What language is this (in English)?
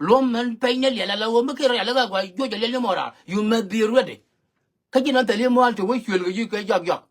Nuer